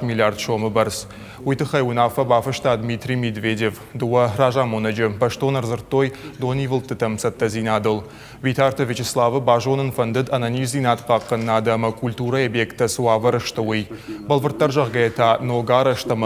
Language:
Ossetic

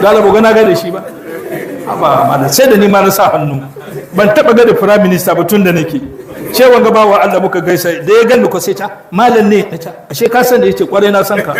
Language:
Hausa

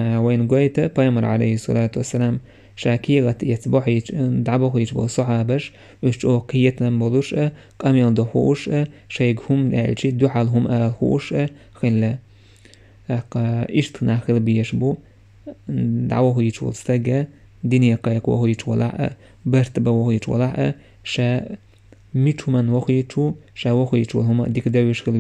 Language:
Chechen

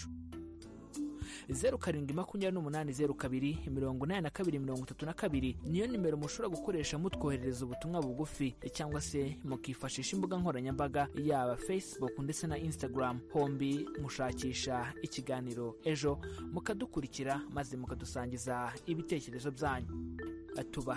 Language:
Kinyarwanda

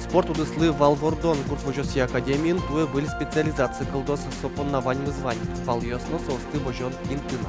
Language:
Udmurt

